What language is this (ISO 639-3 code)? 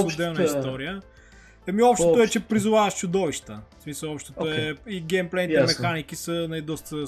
bul